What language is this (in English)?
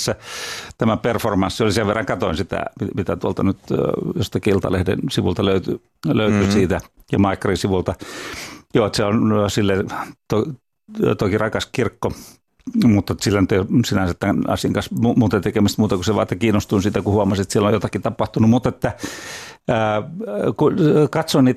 Finnish